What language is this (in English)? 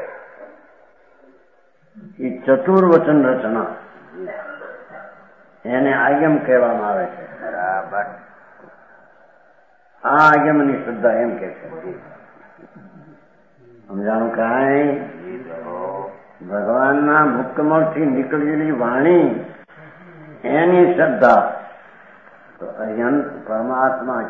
Gujarati